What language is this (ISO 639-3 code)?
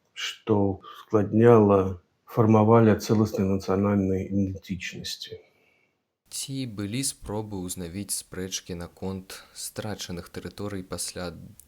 bel